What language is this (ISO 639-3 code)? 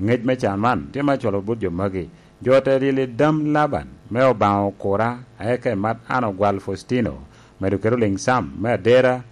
laj